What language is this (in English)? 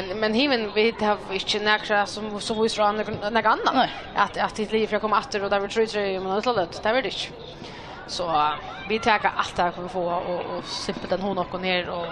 Faroese